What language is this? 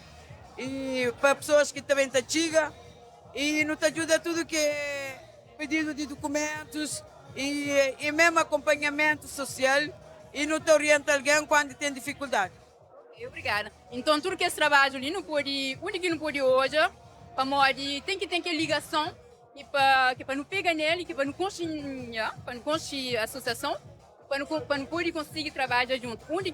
Kabuverdianu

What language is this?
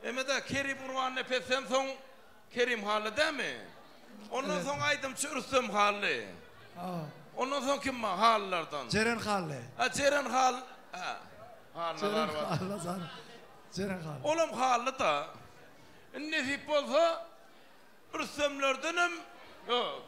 Turkmen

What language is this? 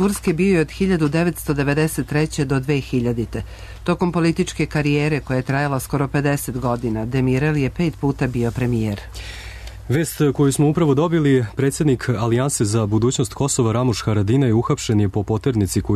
Serbian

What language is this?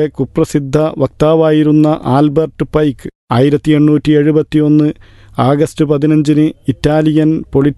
Malayalam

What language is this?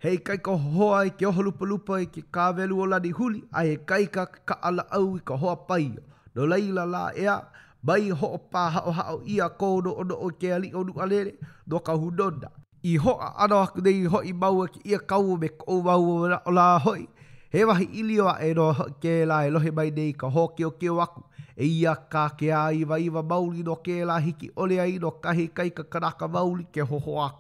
Hawaiian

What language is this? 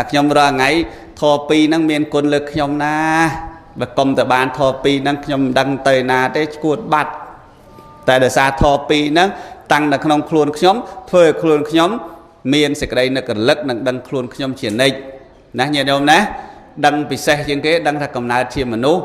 Khmer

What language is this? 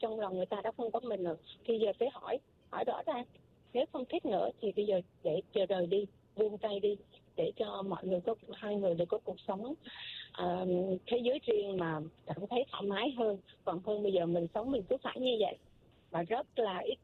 Vietnamese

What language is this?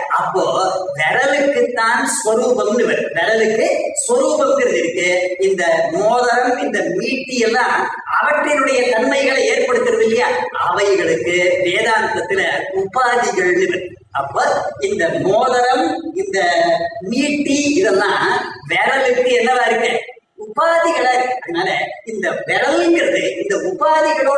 Tamil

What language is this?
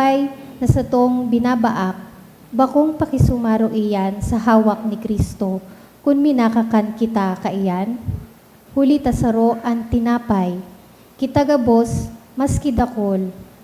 Bikol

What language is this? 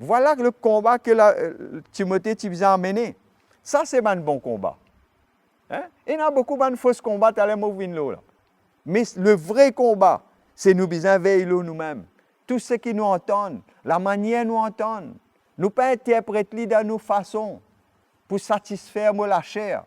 Morisyen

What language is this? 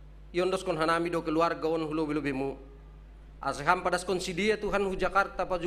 Batak Simalungun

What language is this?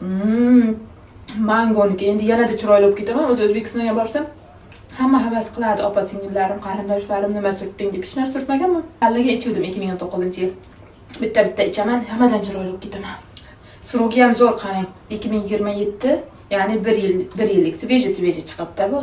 Uzbek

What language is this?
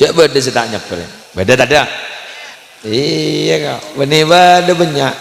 Madurese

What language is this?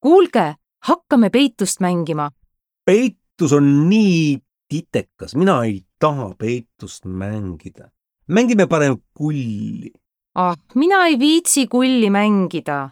Estonian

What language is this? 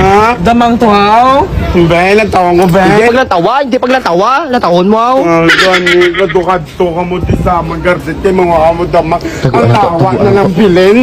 Hiligaynon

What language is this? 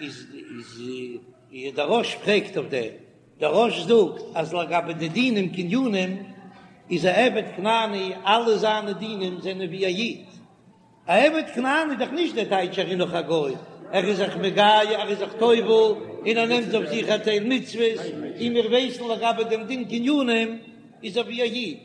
Yiddish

